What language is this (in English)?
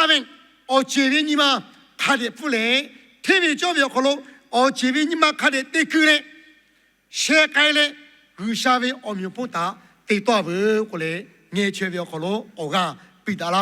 Lahu